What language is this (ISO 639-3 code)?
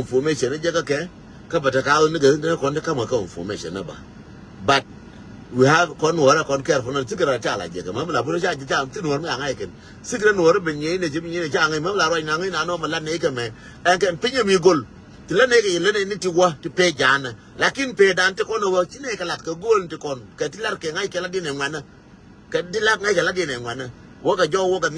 nus